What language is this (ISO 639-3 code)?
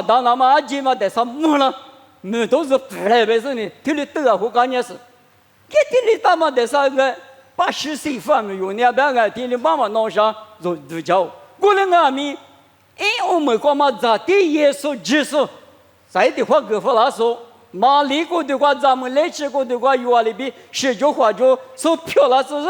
lis